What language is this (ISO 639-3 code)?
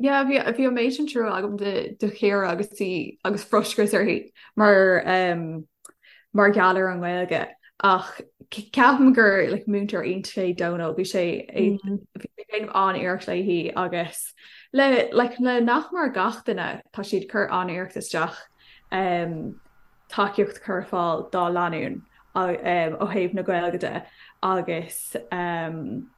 gle